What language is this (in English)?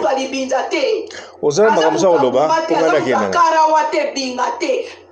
Lingala